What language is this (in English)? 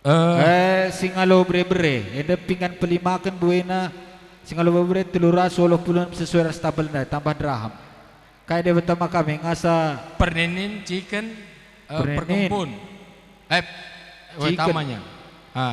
Batak Karo